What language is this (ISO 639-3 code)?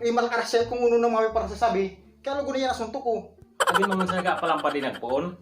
bik